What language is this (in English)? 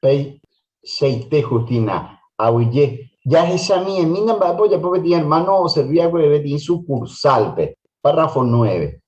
Guarani